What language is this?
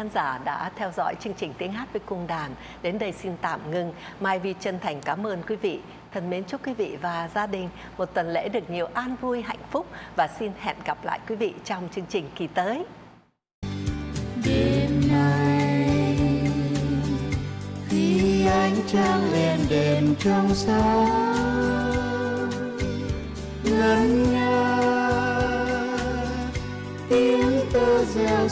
Vietnamese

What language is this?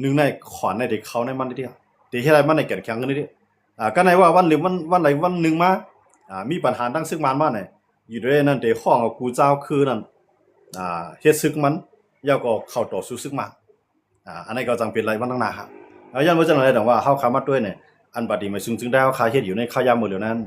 Shan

